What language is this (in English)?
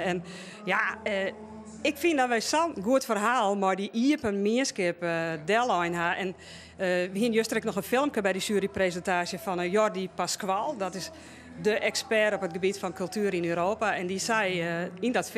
Western Frisian